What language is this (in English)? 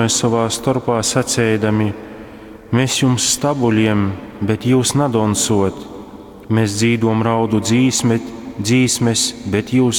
Latgalian